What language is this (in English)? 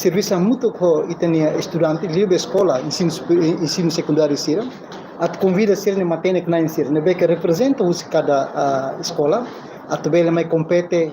Tetum